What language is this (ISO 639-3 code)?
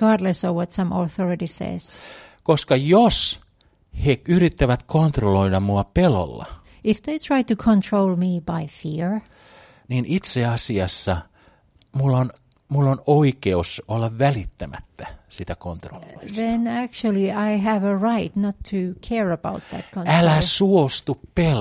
fin